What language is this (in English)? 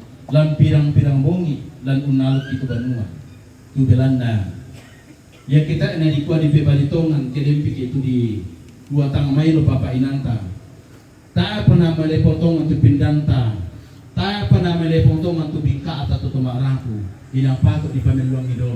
Toraja-Sa'dan